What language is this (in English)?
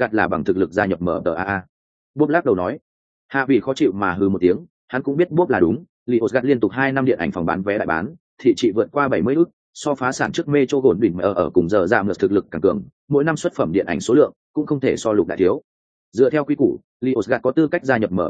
Vietnamese